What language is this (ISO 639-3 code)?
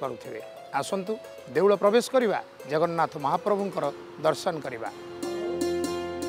ori